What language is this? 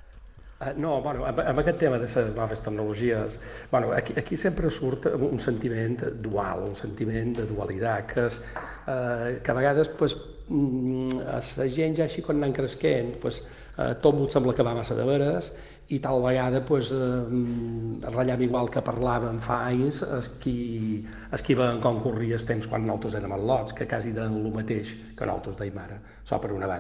Catalan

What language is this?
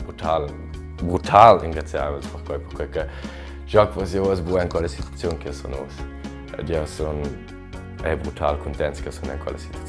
Romansh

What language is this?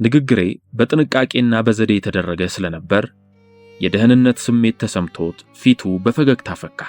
Amharic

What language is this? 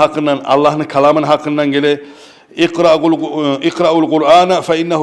Kumyk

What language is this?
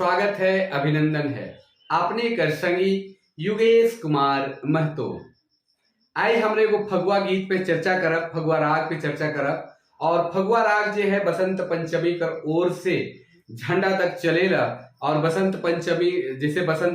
Sadri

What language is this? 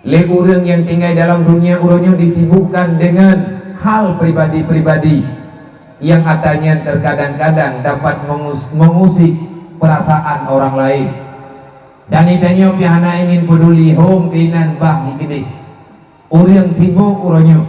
Achinese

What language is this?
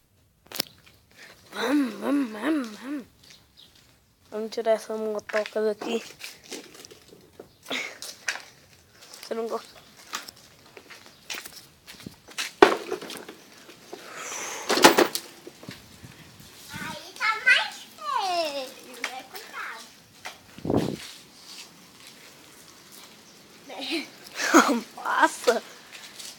Portuguese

